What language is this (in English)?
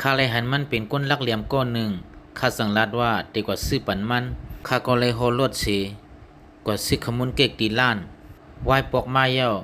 Shan